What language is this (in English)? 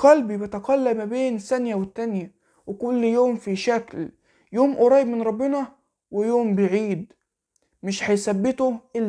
Egyptian Arabic